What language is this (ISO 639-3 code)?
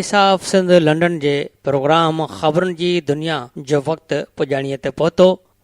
snd